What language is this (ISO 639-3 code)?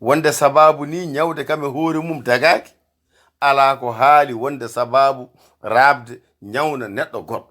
ful